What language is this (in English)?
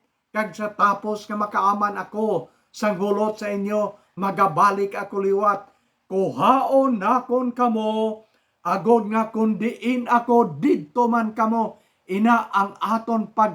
Hiligaynon